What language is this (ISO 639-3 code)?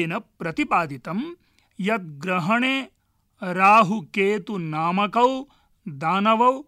san